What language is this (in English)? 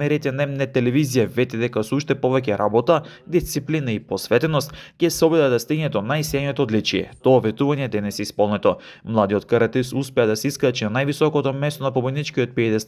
Macedonian